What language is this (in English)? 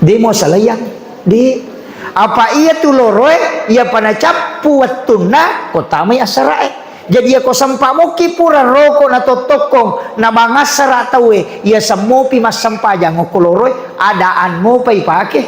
Buginese